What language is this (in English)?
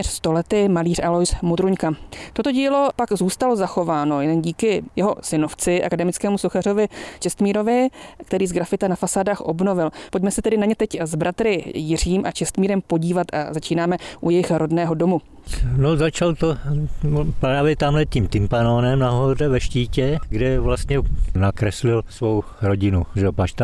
Czech